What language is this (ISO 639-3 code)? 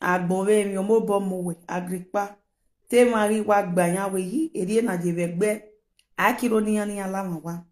pcm